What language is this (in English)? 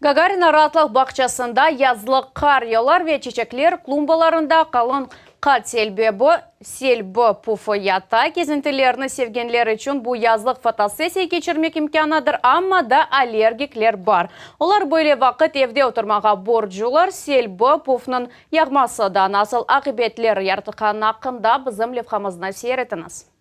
Crimean Tatar